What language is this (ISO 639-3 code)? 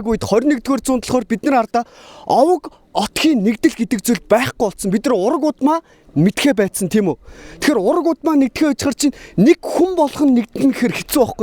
mon